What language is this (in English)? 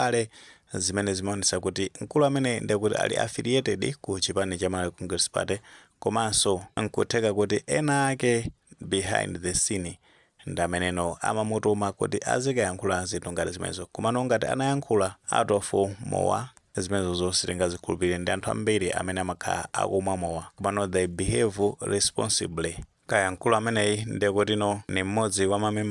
Nyanja